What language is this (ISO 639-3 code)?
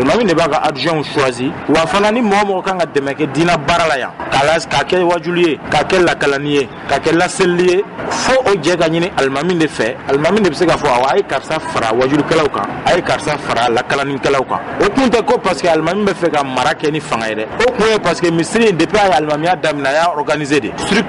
bam